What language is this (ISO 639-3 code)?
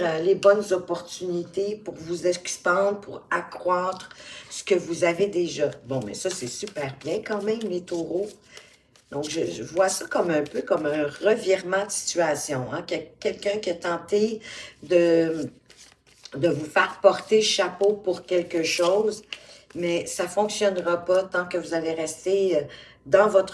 fra